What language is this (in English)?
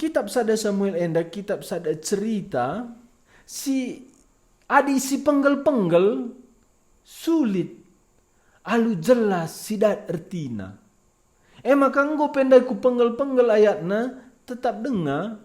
Batak Karo